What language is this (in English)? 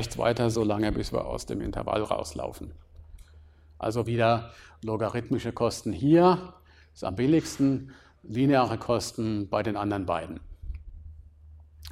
German